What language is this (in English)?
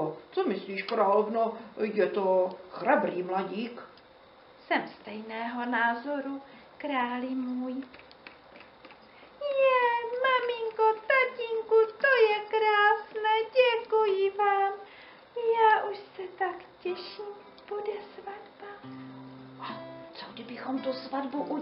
Czech